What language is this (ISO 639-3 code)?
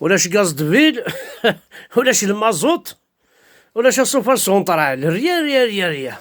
kab